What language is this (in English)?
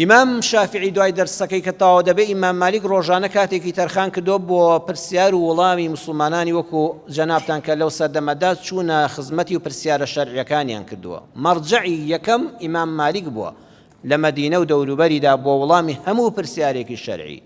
Central Kurdish